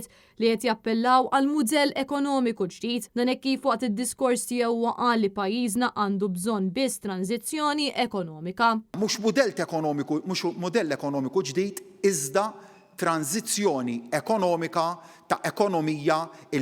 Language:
Maltese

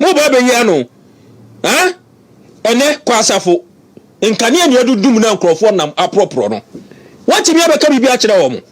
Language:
Akan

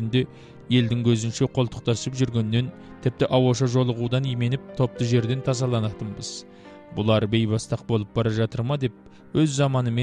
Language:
Kazakh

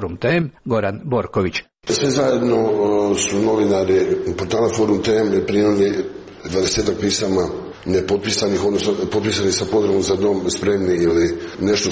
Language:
Croatian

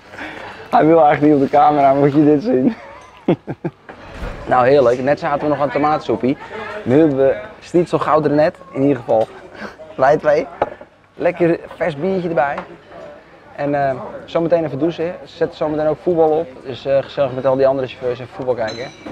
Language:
Dutch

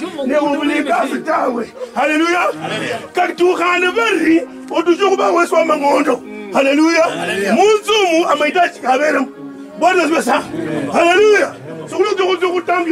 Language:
Kabras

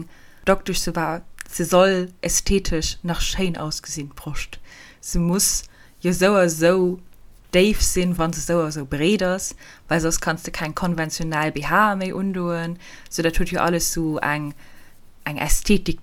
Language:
Luxembourgish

